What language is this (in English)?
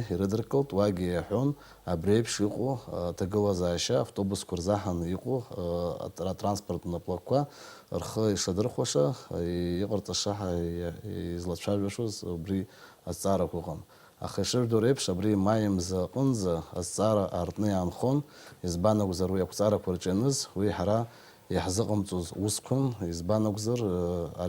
Abkhazian